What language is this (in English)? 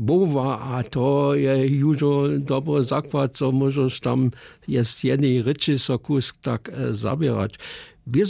Upper Sorbian